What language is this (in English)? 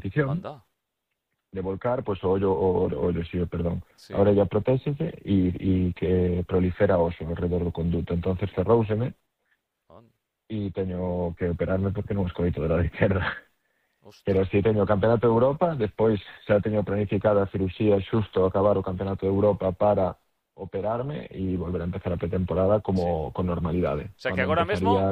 Galician